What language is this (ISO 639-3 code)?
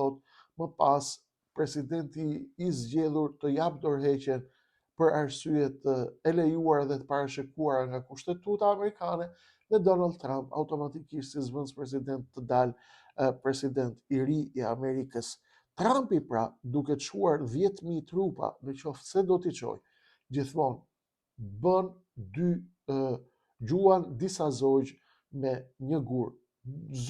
sqi